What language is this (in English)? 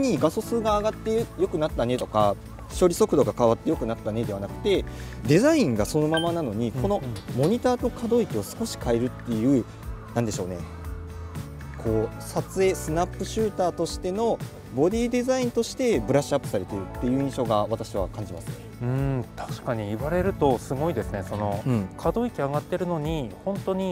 Japanese